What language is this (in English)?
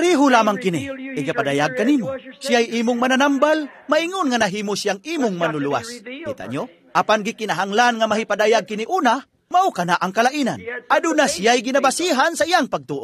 Cebuano